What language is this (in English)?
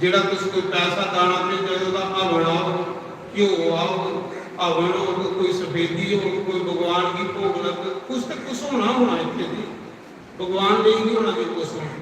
Dogri